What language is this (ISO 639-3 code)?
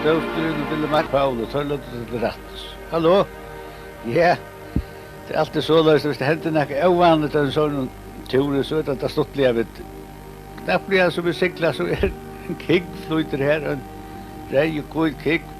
fao